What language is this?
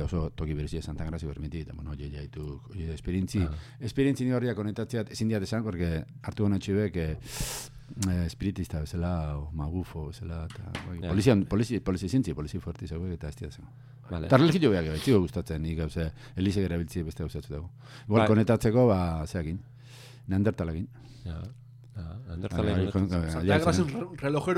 Basque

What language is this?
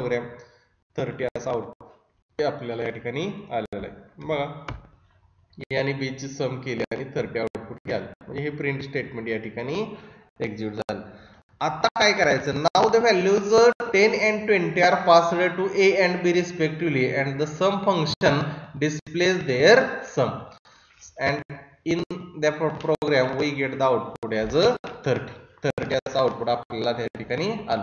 Marathi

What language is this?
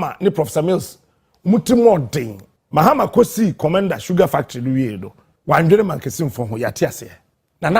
Akan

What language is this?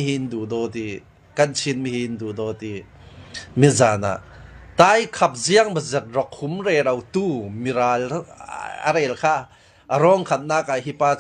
Falam Chin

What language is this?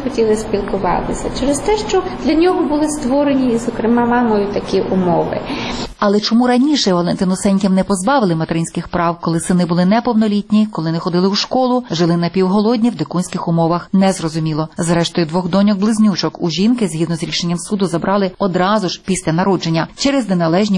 Ukrainian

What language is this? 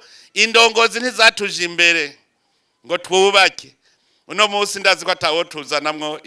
Rundi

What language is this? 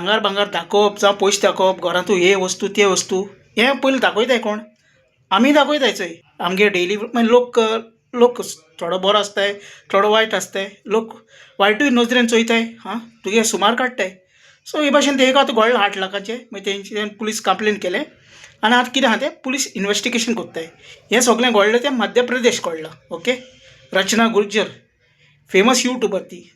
Konkani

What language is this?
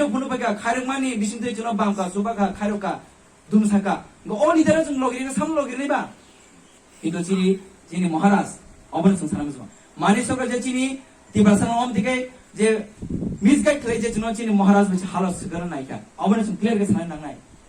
Kok Borok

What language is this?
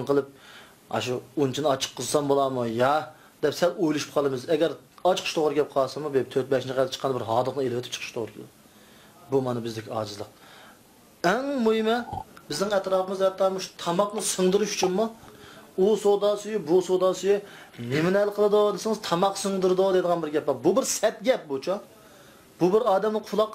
Uyghur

